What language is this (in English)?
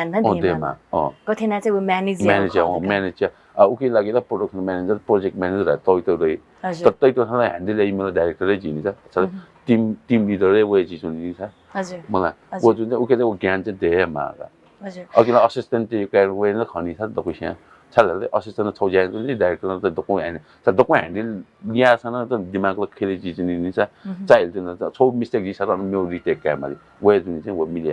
Newari